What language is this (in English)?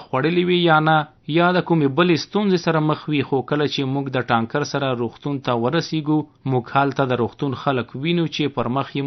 Pashto